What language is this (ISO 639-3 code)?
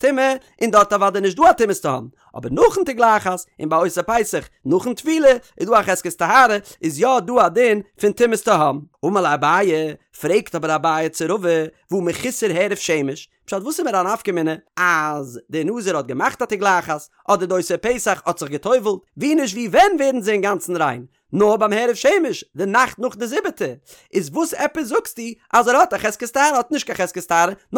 yid